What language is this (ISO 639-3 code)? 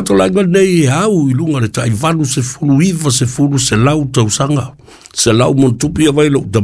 smo